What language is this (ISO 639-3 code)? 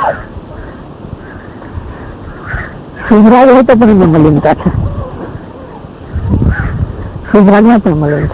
guj